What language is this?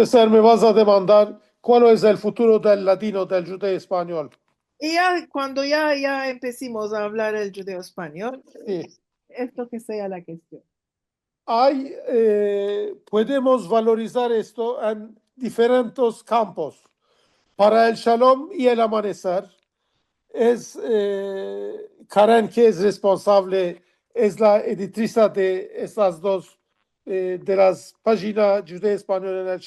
Ladino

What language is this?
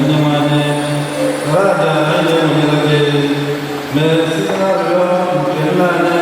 Igbo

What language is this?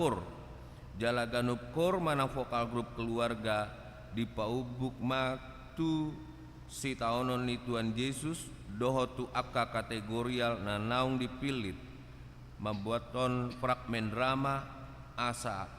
Batak Toba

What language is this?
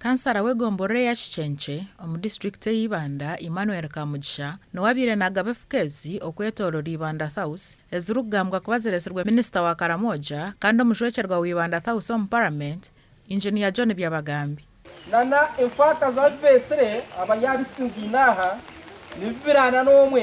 Nyankole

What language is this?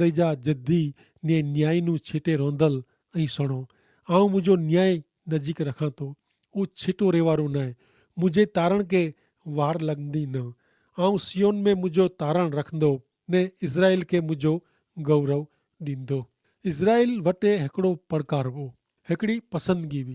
Kachhi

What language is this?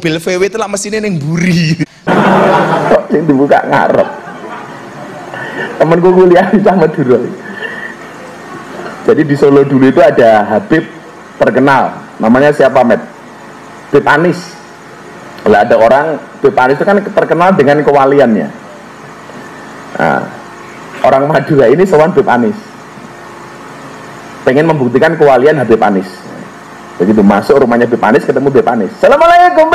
Indonesian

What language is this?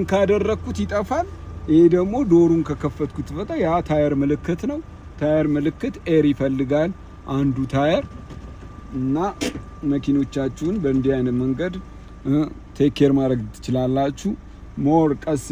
Amharic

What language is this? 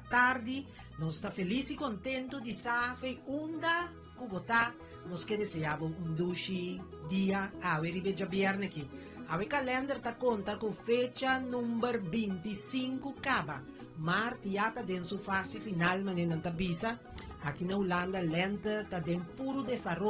Papiamento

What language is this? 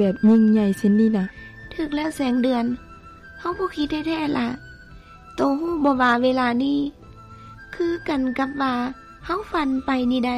Lao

